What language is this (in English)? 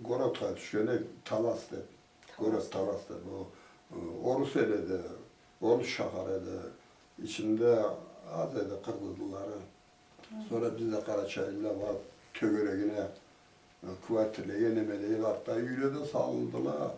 Karachay-Balkar